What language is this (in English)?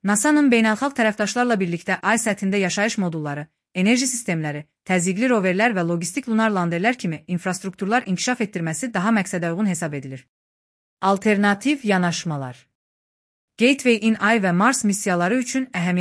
Azerbaijani